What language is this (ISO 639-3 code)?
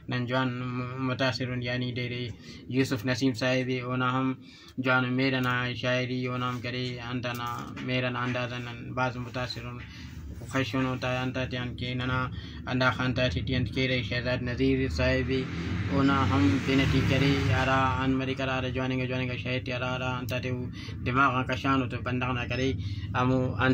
brh